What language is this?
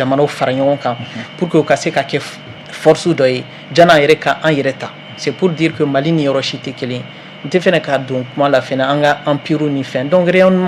Bambara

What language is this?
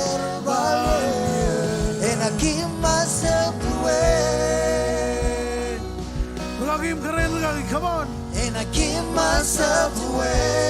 Marshallese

